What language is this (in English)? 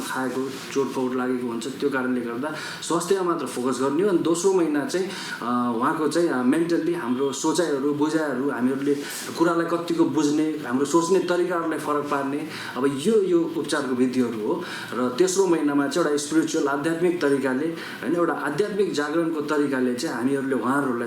Nepali